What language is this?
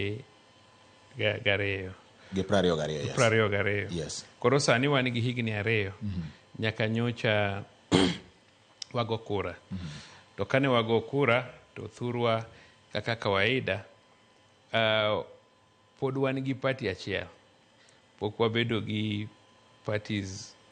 Luo (Kenya and Tanzania)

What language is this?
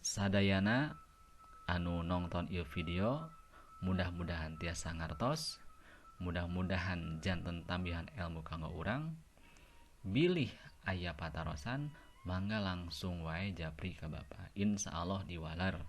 Sundanese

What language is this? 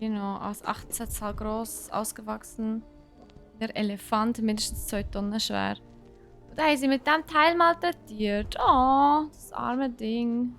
Swiss German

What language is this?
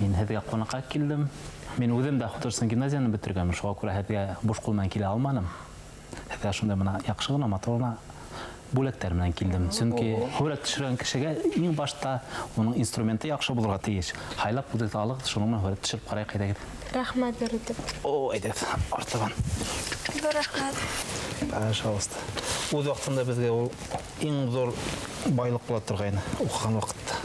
Bashkir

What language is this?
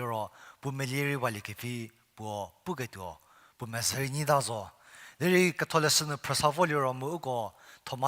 Angami Naga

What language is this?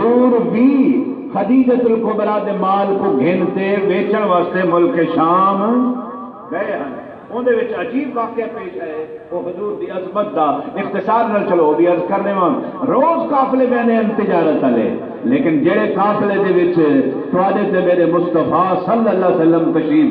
Saraiki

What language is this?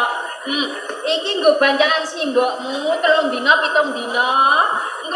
Javanese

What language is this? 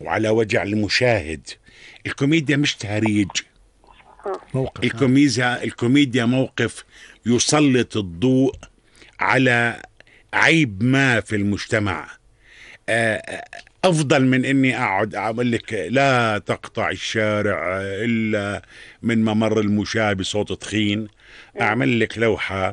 North Levantine Arabic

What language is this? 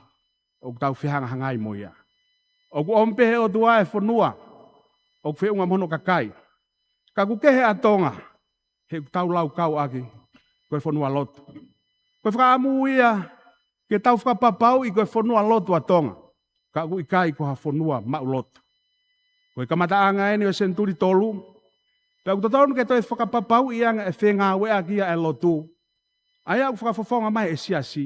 Tongan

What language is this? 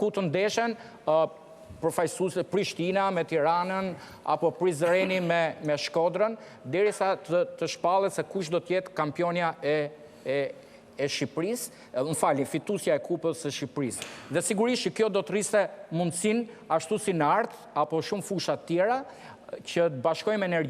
Albanian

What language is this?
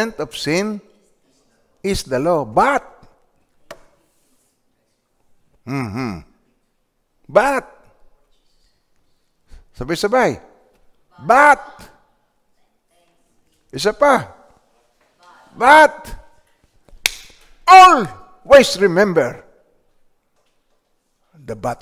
Filipino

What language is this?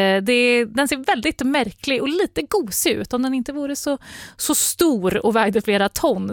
Swedish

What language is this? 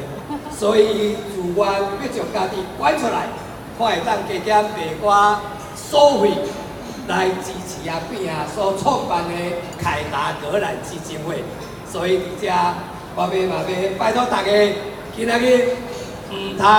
Min Nan Chinese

